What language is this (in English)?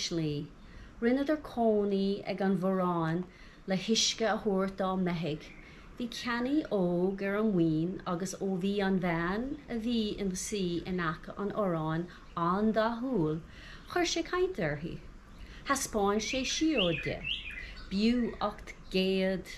Irish